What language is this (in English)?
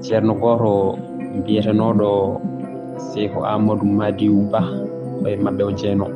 Fula